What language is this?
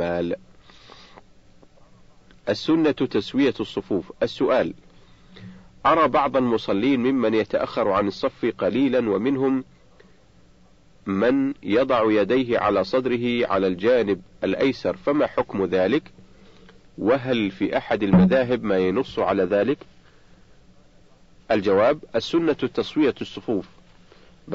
Arabic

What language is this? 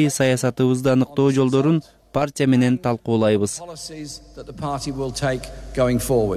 Kyrgyz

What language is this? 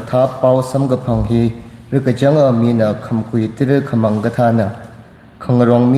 Tangkhul Naga (India)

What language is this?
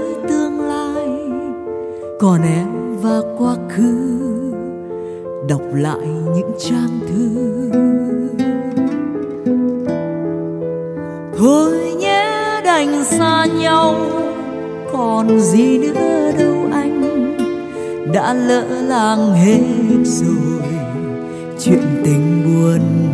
Vietnamese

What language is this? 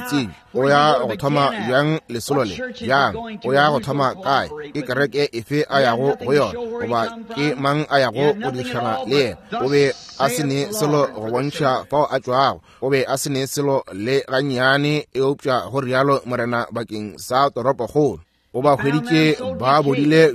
Northern Sotho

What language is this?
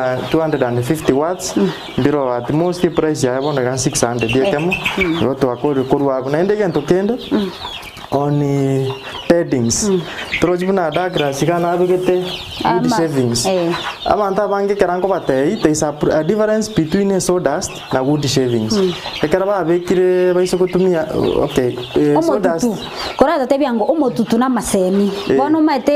Gusii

